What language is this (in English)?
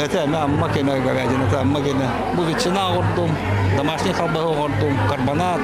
Yakut